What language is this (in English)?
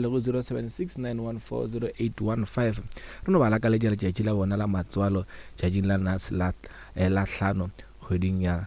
Northern Sotho